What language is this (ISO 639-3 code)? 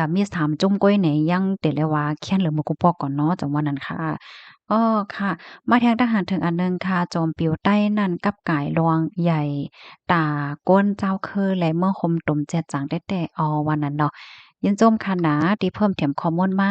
shn